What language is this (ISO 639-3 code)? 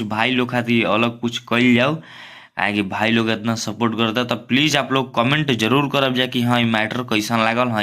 bho